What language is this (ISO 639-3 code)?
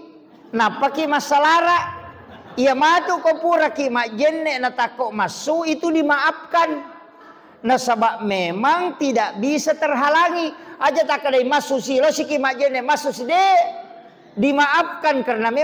bug